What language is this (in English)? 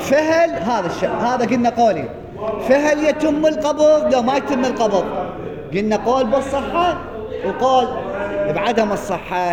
Mesopotamian Arabic